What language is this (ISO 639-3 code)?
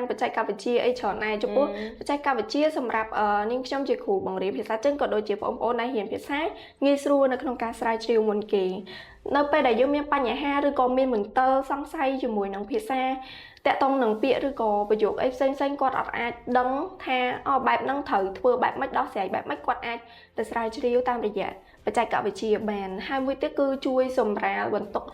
khm